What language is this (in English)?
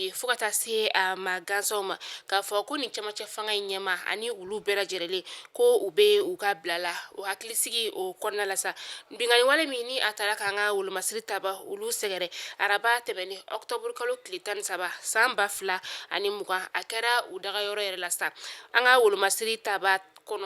Bambara